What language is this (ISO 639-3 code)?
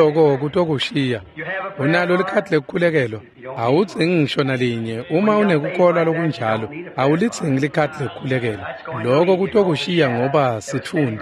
ssw